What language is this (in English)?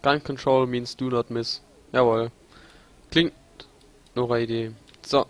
Palatine German